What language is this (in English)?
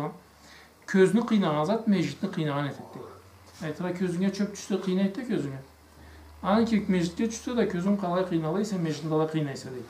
Karachay-Balkar